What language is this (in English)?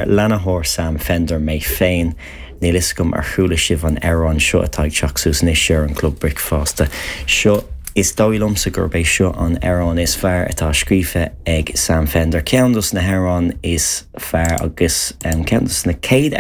Irish